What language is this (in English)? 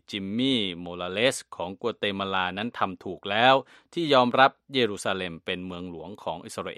Thai